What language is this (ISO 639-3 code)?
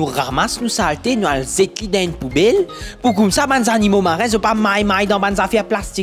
mfe